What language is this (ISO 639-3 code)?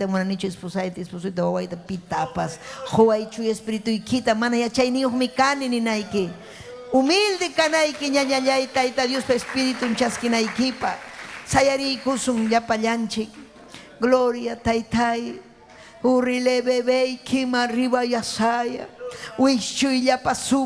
quy